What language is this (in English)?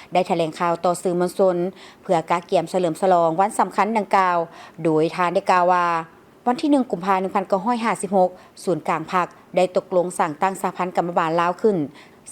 Lao